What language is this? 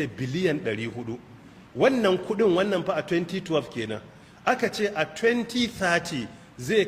Hausa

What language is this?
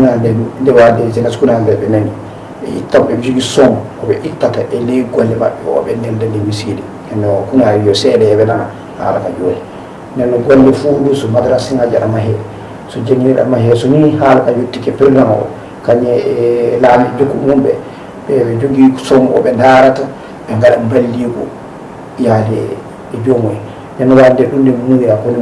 Fula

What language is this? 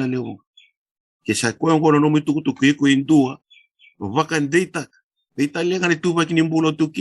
Fijian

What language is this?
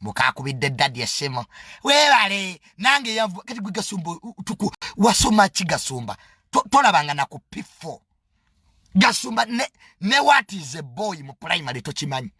Ganda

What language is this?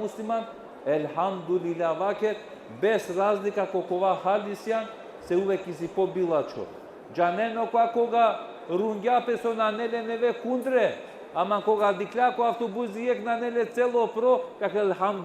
Balkan Romani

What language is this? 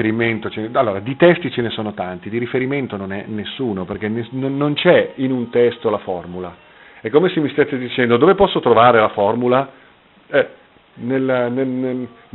Italian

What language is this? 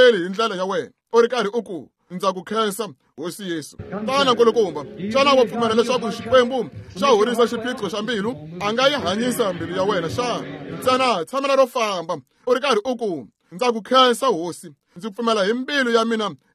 Tsonga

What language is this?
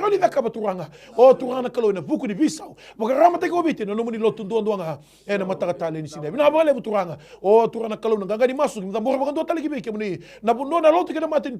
Fijian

